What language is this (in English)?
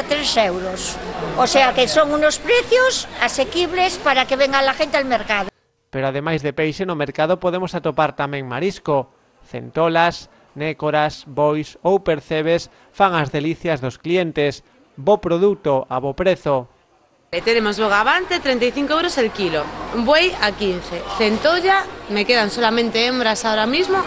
Galician